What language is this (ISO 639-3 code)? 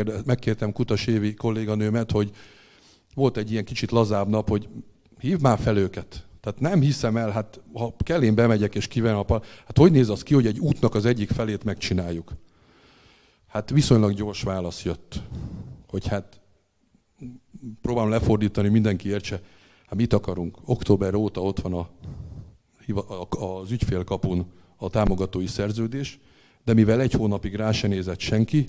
hun